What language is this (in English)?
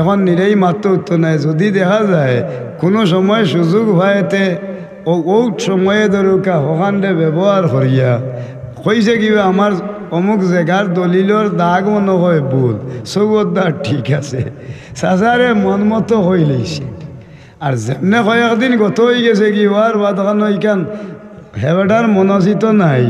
Sylheti